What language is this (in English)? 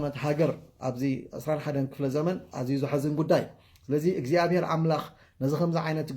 Tigrinya